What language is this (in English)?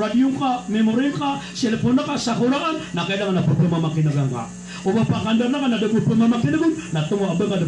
Maranao